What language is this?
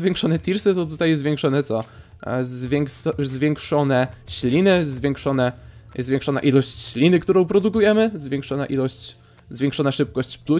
Polish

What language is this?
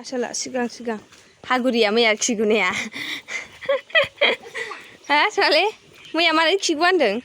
Bodo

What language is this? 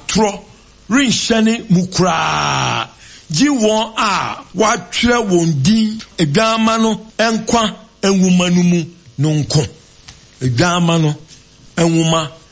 Akan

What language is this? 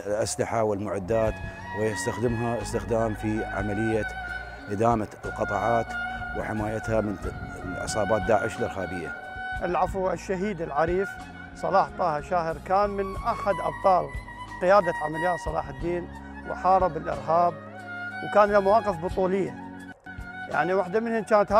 Arabic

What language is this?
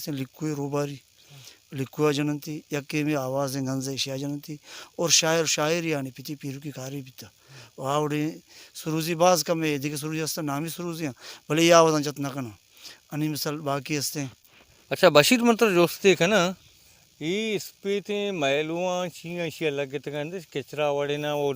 Baluchi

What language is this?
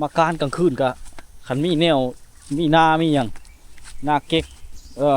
Lao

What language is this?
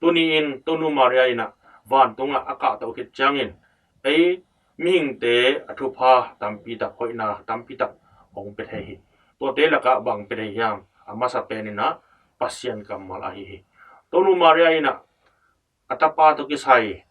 Tedim Chin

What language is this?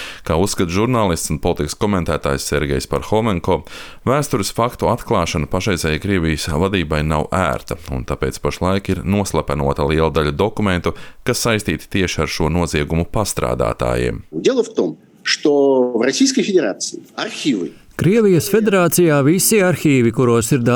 Latvian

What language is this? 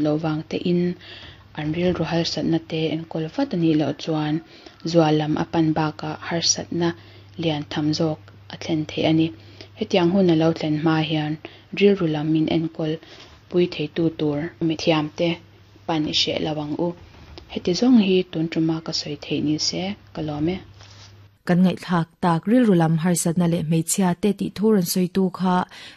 Mizo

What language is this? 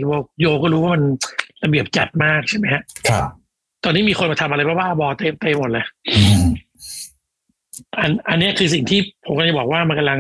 Thai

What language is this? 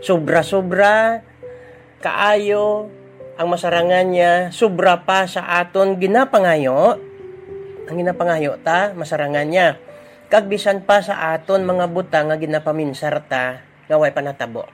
Hiligaynon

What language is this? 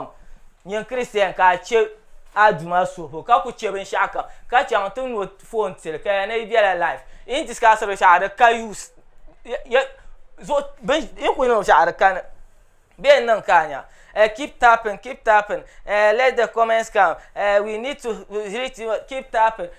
Dagbani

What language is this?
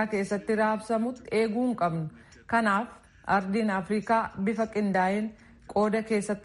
Oromo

